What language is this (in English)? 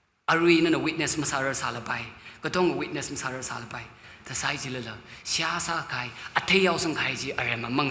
Tangkhul Naga (India)